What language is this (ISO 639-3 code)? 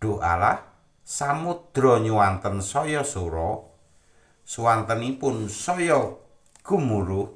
jav